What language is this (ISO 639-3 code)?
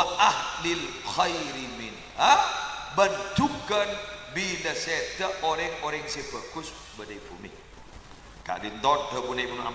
mad